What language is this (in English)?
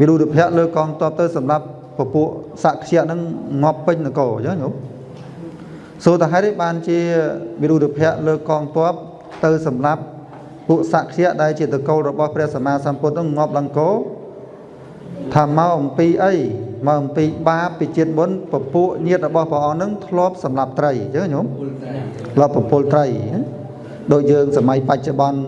Khmer